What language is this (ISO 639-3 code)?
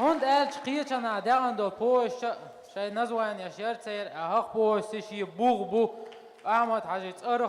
che